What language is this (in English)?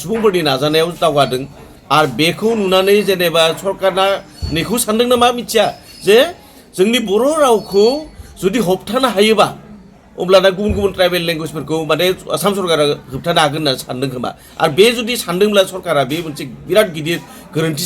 Bodo